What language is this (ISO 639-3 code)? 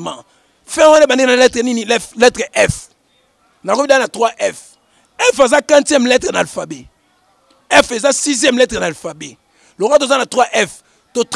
lin